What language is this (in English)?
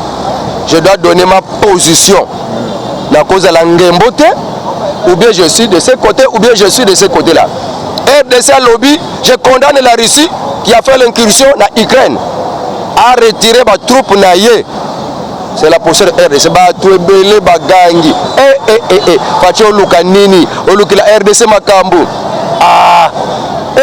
Lingala